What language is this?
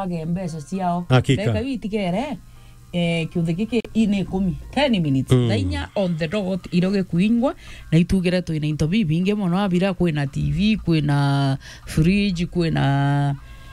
Meru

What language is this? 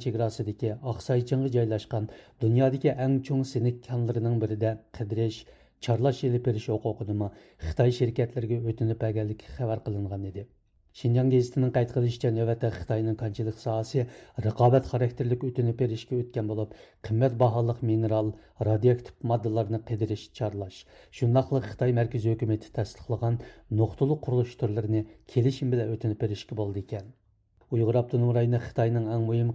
Uyghur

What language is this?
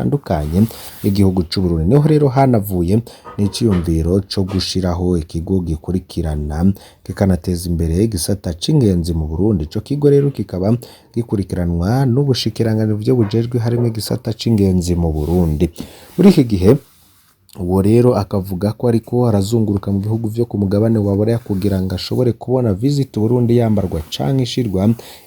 Rundi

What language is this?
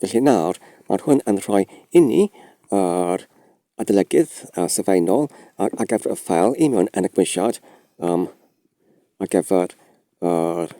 Welsh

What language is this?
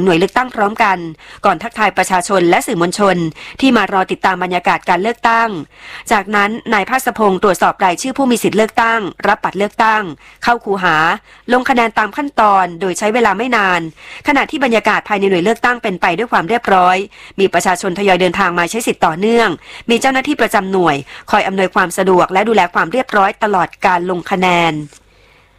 Thai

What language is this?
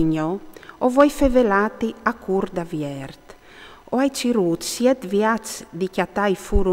Friulian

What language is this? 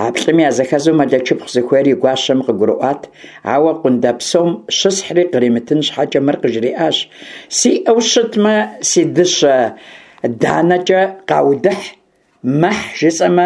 Kabardian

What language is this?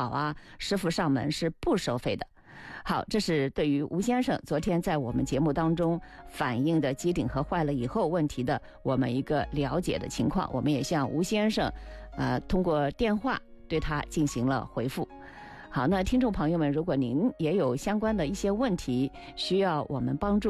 Chinese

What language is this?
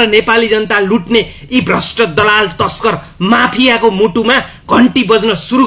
Nepali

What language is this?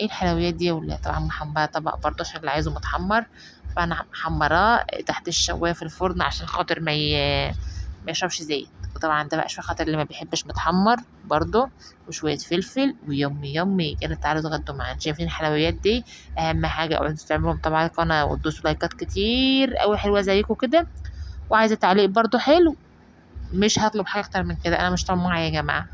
Egyptian Arabic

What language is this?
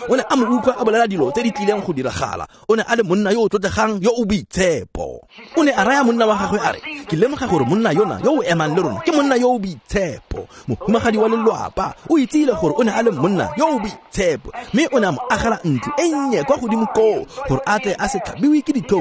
Tswana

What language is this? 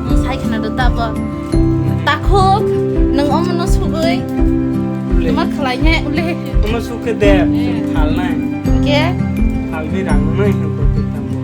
Kok Borok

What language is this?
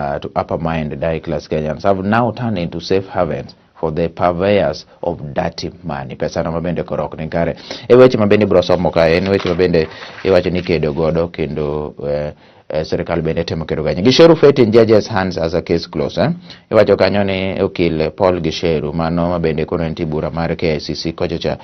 Luo (Kenya and Tanzania)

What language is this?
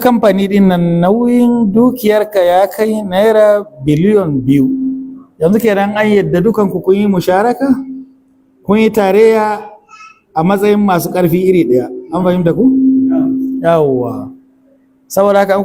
Hausa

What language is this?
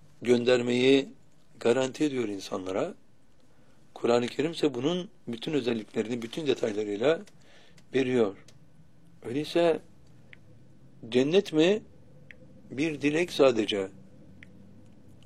Turkish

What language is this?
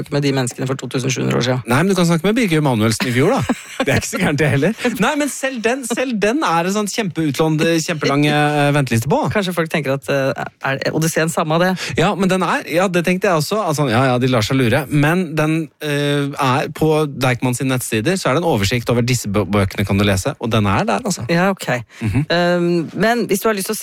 Norwegian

